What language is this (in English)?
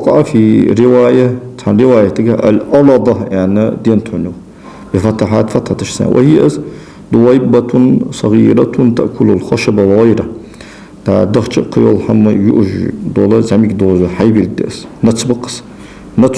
Ingush